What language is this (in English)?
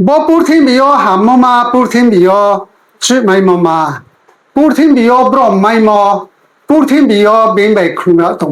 Riang (India)